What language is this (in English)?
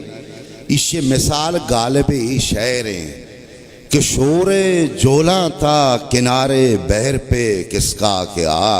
Baluchi